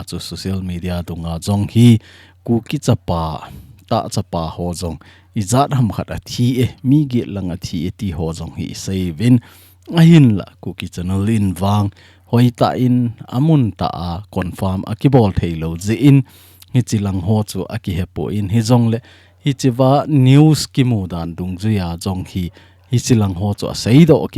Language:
Thado Chin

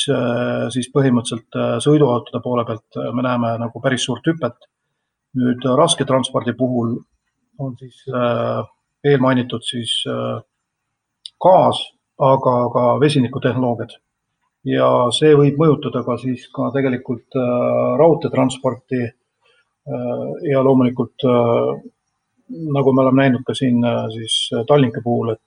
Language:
Estonian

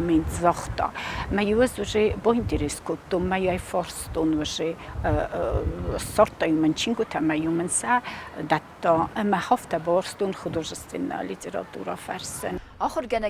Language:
Ossetic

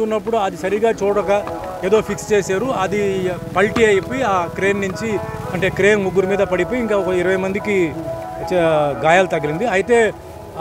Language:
Telugu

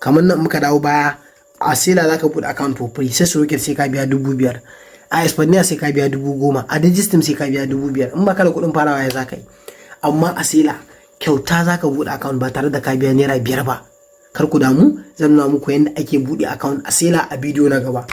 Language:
Hausa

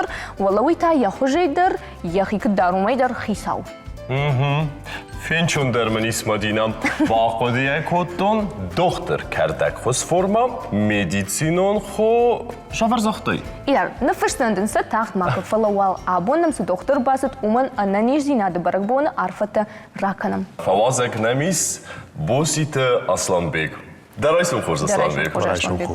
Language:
Ossetic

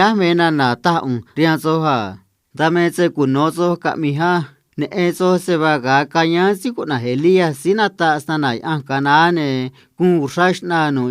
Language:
Copala Triqui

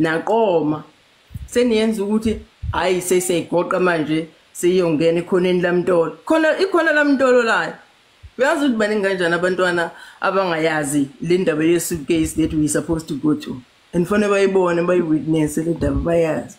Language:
Zulu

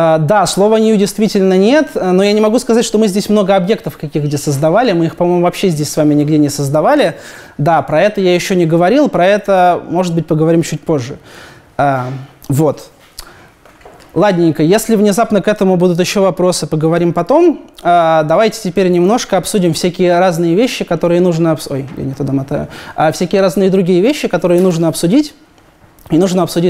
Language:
Russian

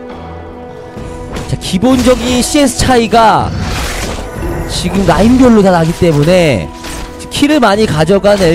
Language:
Korean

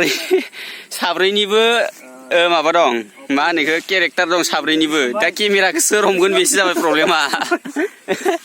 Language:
Bodo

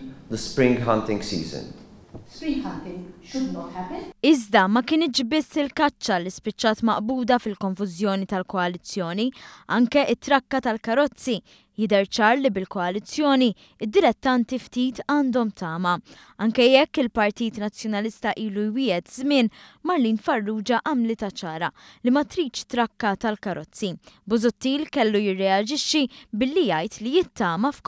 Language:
Maltese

